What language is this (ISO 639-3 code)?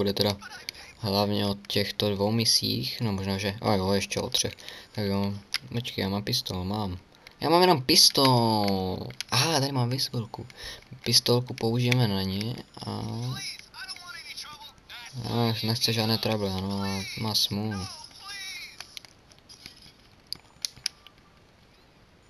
ces